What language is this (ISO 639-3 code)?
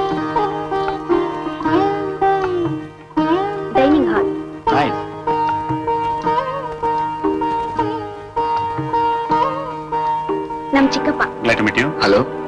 kan